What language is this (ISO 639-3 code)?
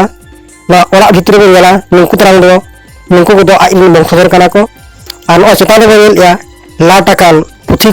sat